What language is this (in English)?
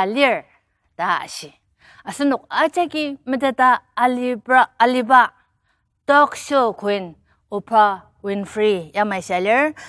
Ao Naga